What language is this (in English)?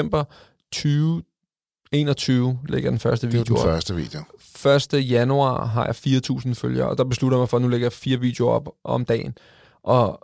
Danish